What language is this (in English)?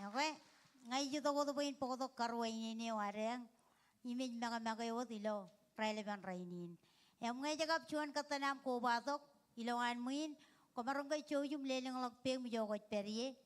Marshallese